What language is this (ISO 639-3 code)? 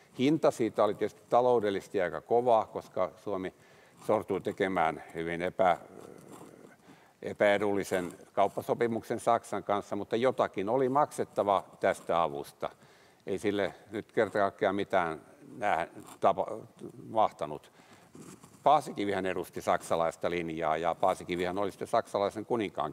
fin